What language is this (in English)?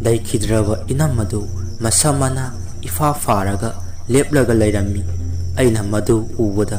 Manipuri